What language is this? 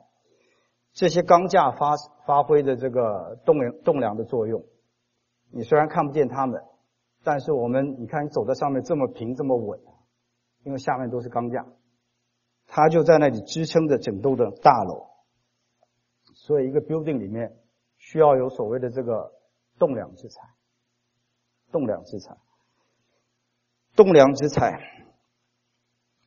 Chinese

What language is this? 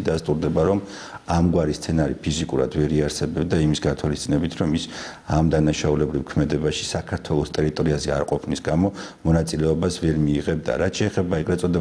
Georgian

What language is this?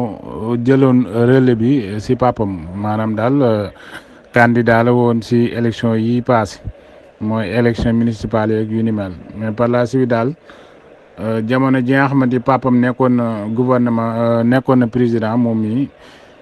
Wolof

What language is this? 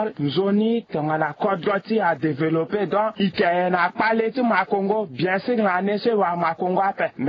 Sango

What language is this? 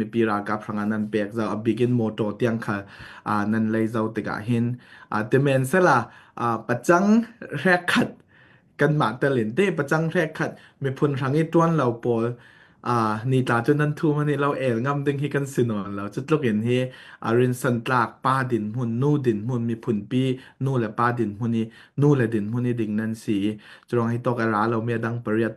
Falam Chin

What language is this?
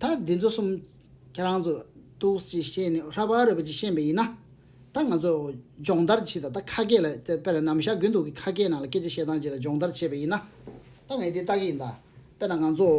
Tibetan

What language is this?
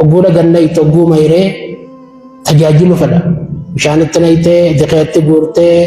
Oromo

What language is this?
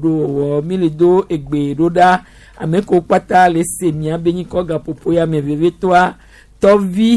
Gen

